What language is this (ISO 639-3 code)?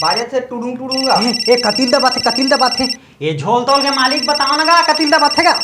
hne